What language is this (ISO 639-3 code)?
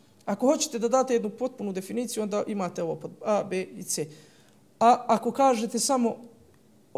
bos